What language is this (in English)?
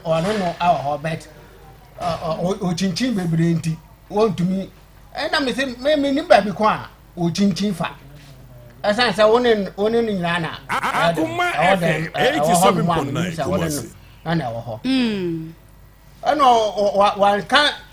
Akan